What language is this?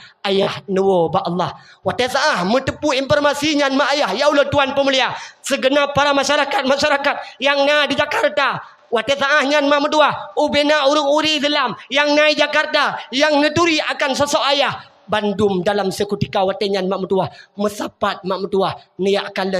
Achinese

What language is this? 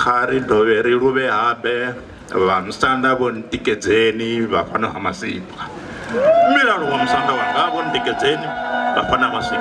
Venda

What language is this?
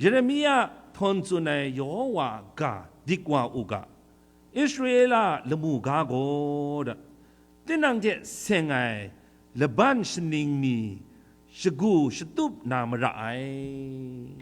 Kachin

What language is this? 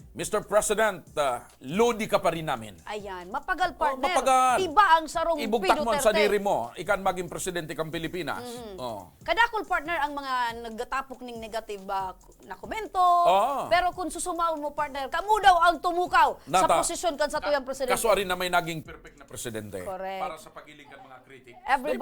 Bikol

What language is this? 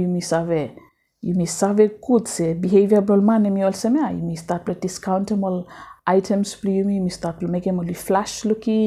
Bislama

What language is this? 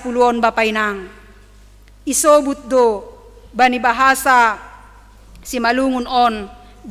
Batak Simalungun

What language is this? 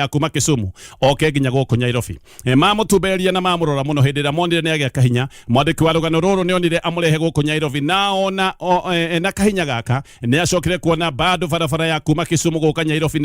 Kikuyu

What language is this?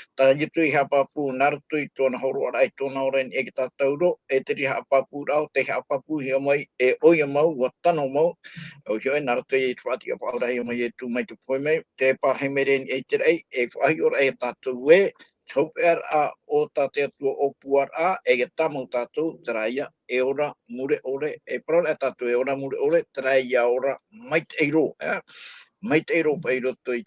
Tahitian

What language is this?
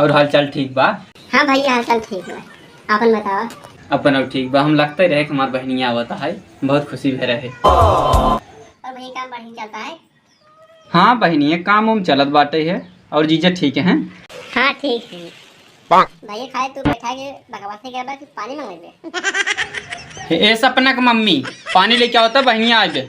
Awadhi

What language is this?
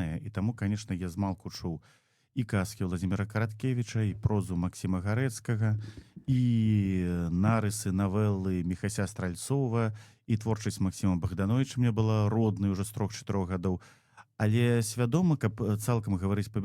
Belarusian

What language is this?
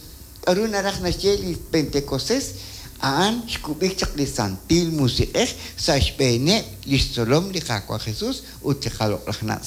Kekchí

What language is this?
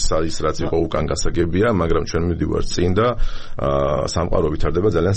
Georgian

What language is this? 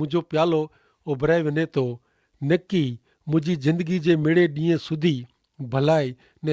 Kachhi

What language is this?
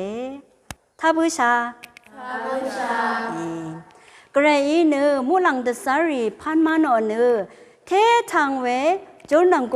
Rawang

